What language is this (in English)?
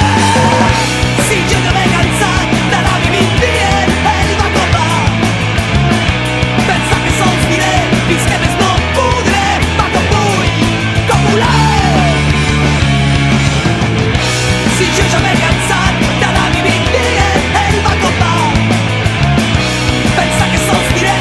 Catalan